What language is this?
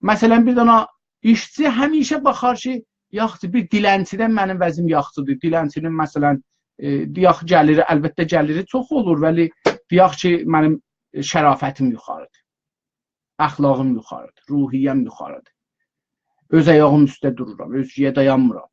South Azerbaijani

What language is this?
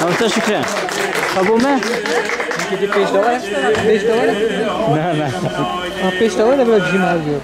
Kurdish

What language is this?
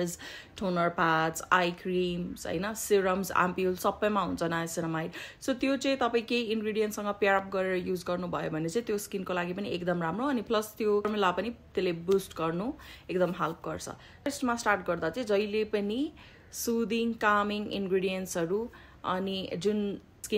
Nepali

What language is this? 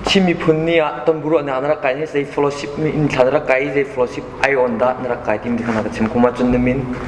Hakha Chin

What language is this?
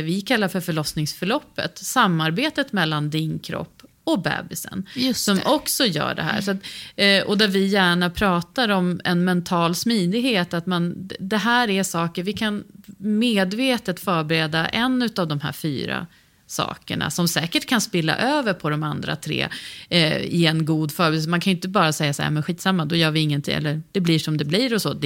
Swedish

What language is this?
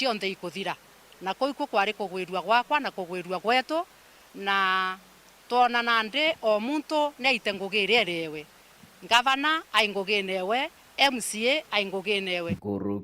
Meru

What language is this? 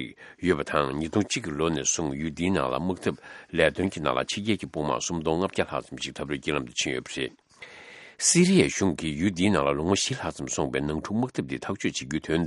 Tibetan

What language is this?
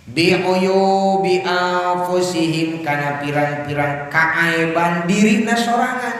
Sundanese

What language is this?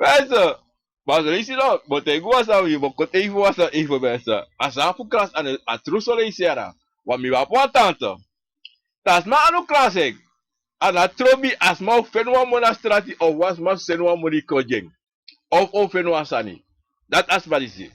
Sranan Tongo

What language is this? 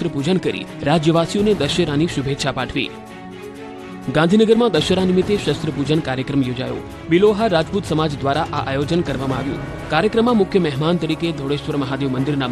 Gujarati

